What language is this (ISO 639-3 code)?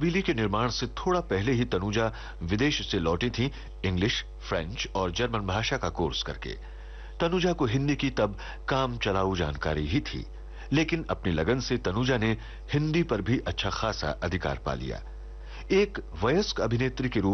hin